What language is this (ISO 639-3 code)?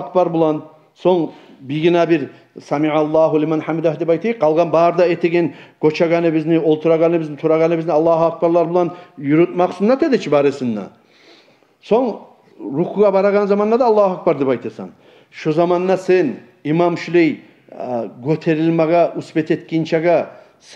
kum